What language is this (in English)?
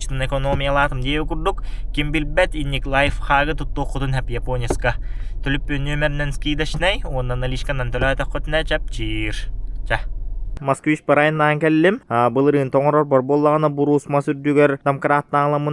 Yakut